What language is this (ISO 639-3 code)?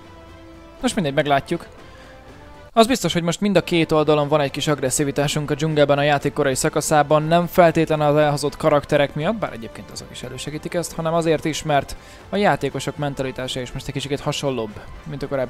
hun